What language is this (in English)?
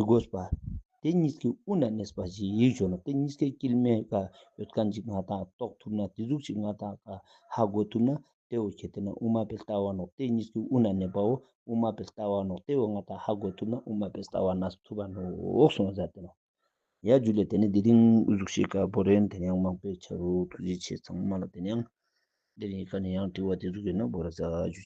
Ladakhi